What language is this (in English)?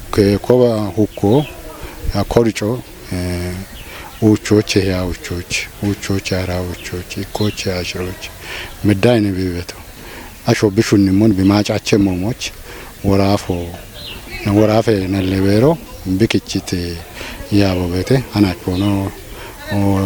Kafa